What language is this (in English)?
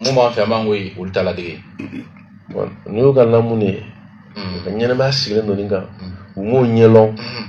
Bambara